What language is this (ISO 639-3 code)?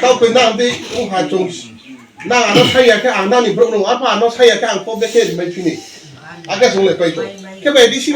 trp